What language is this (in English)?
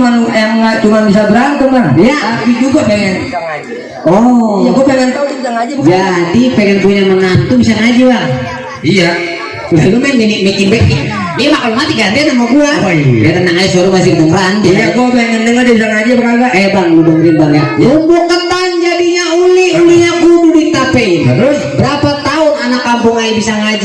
Betawi